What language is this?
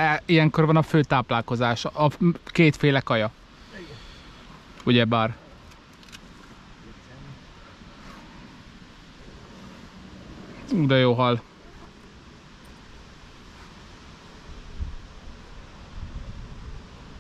Hungarian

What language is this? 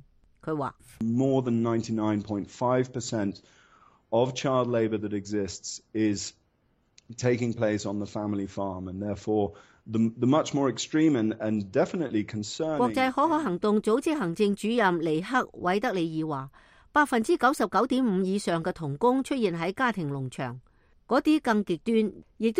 Cantonese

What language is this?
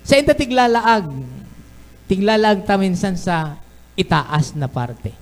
Bikol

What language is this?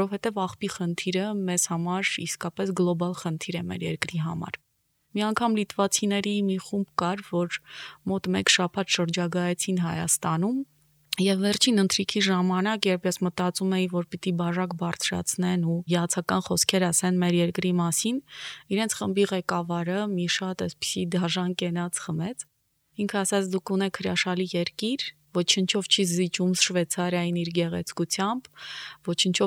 Armenian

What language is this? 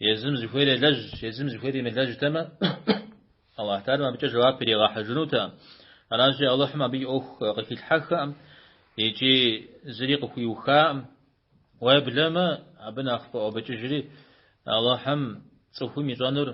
Kabardian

